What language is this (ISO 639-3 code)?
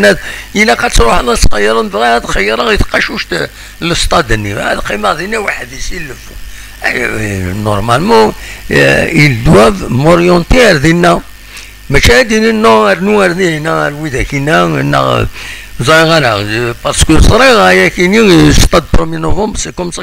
kab